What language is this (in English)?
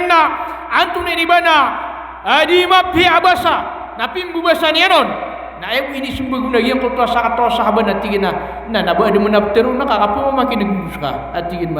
Maranao